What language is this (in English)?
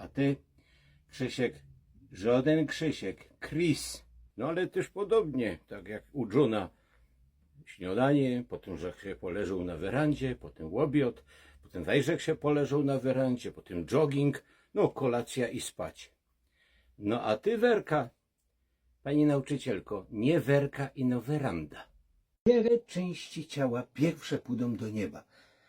Silesian